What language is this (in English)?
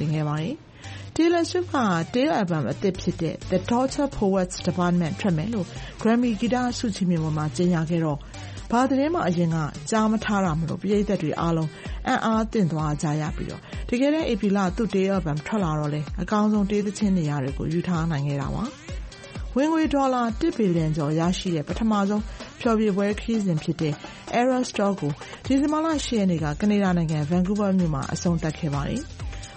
Burmese